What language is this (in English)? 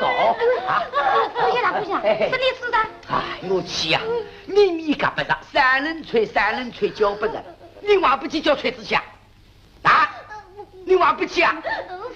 Wu Chinese